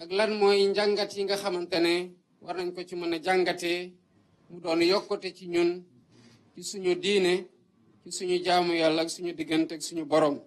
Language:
Wolof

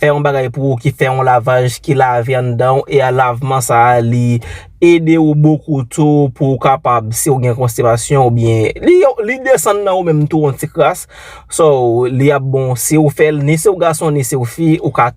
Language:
Haitian Creole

